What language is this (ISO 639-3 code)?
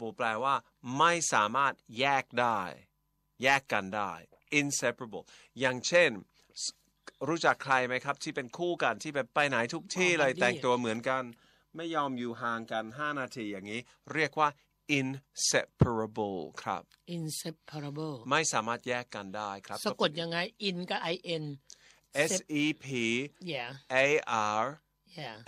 tha